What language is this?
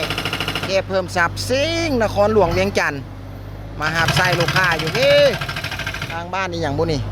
Lao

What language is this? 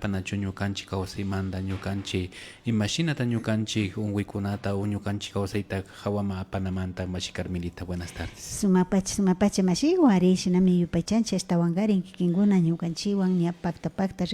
Imbabura Highland Quichua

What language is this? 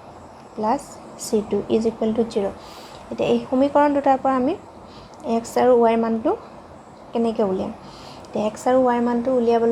Assamese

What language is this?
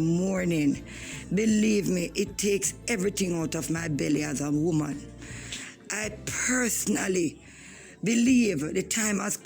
Jamaican Creole English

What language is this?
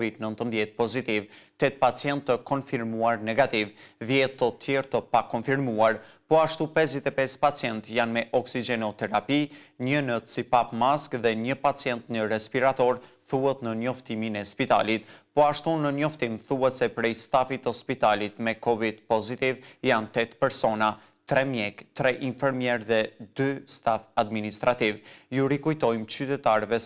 Albanian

